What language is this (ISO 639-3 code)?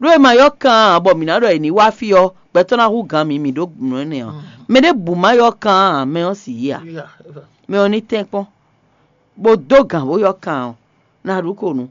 fon